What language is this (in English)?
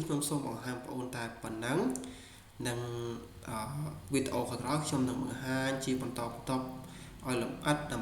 Khmer